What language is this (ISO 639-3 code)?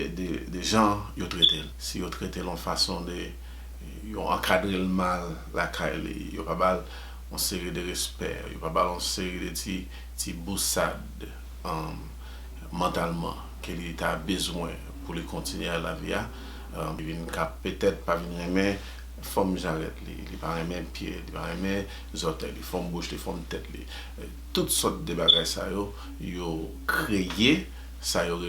hat